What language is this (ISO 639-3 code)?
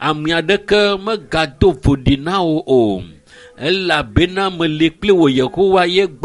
ewe